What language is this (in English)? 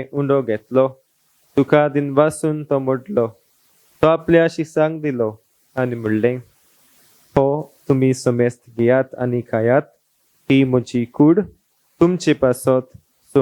Konkani